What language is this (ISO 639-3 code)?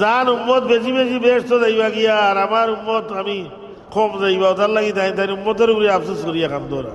syl